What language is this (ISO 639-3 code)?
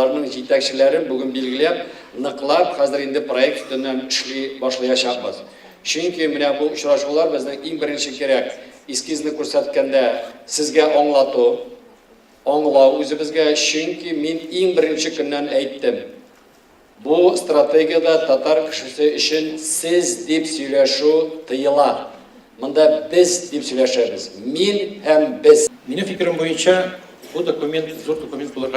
tat